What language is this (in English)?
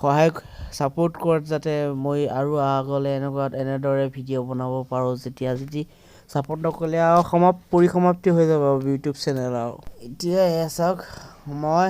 Assamese